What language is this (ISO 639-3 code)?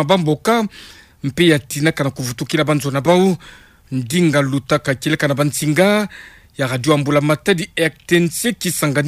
ktu